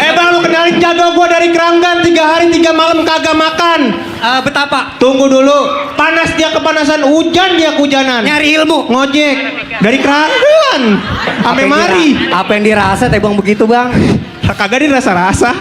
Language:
Betawi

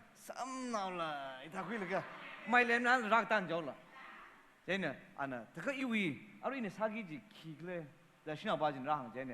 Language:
Tangkhul Naga (India)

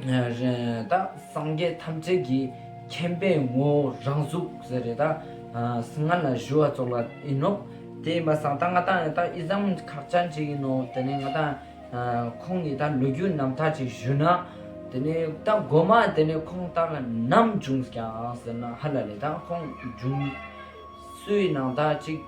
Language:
Ladakhi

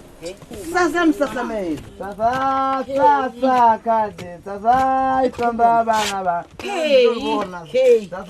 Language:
Venda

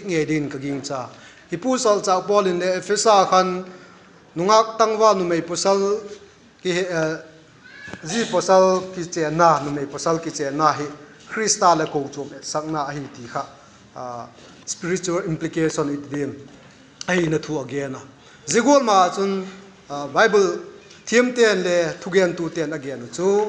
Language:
Vaiphei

